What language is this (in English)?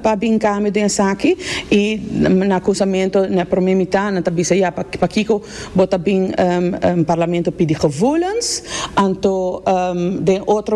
Papiamento